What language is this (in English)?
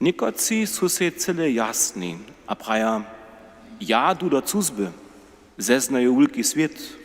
Upper Sorbian